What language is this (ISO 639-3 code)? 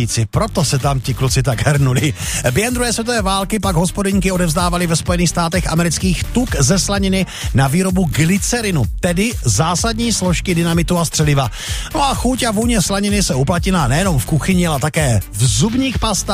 ces